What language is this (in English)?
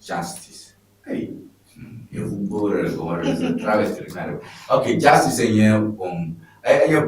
Ewe